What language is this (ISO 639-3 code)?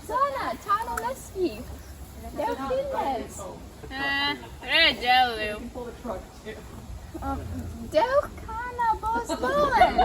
cor